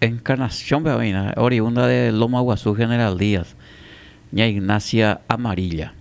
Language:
Guarani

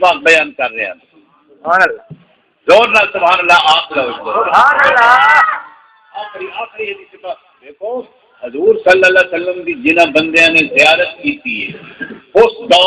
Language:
Saraiki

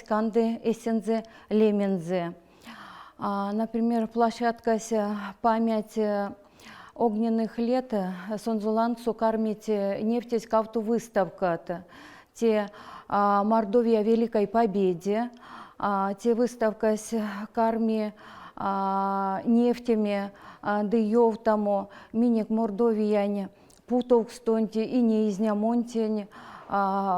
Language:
Erzya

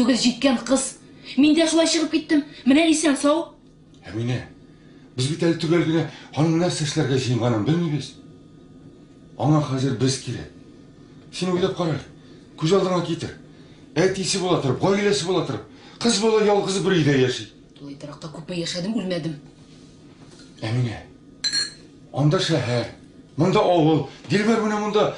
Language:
Tatar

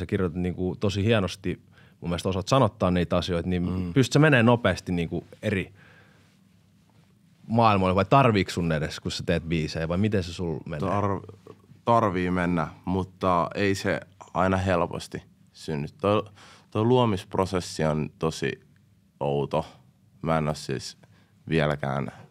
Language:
Finnish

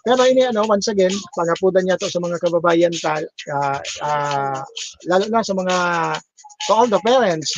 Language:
Bikol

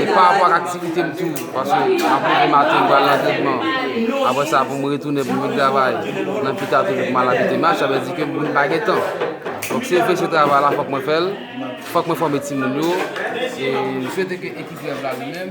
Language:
Haitian Creole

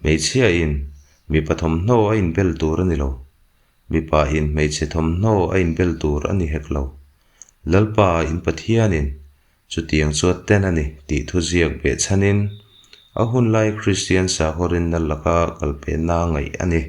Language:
Mizo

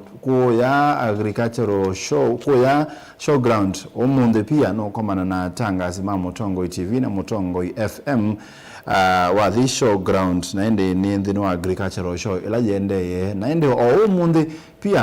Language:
Kamba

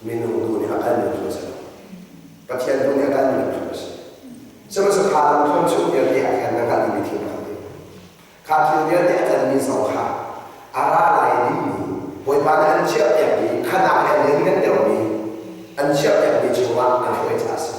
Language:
Hakha Chin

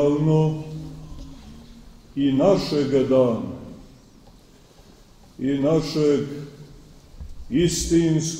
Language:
Serbian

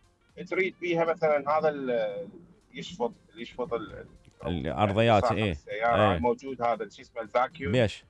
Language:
Mesopotamian Arabic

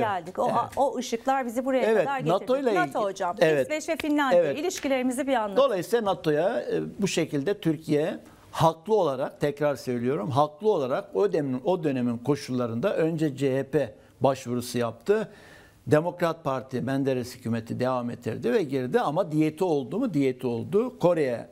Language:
Turkish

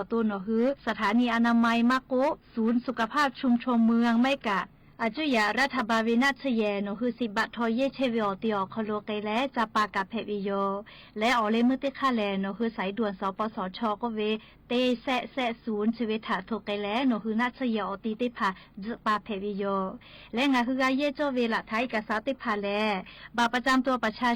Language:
Lahu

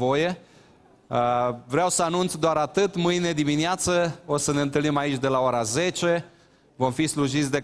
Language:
Romanian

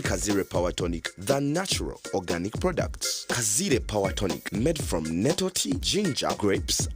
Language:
Nyankole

